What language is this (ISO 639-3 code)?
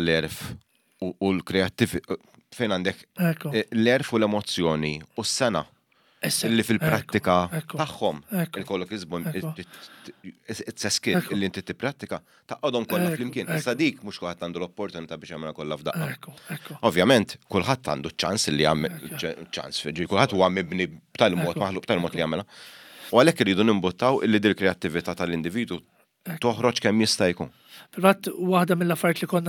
mlt